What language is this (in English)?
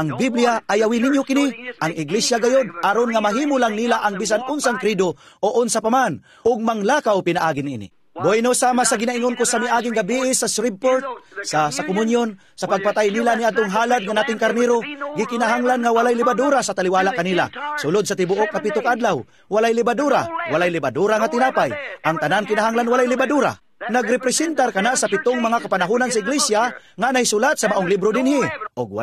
Cebuano